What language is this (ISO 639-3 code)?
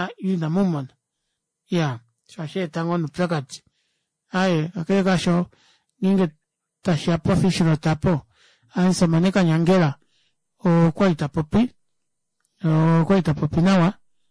kua